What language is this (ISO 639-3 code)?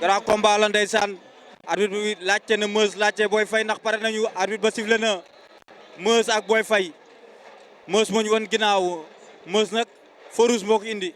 wol